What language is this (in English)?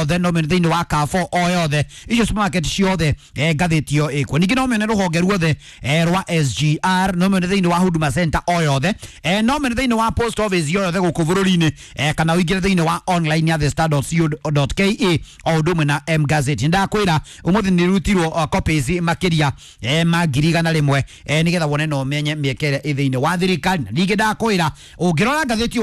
Kikuyu